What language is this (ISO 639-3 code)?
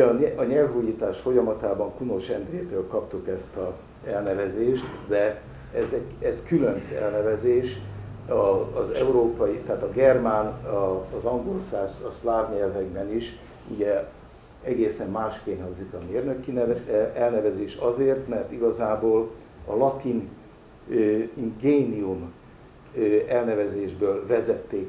hun